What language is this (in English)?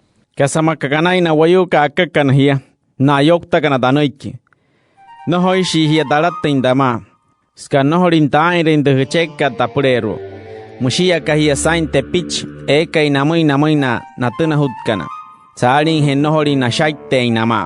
Wayuu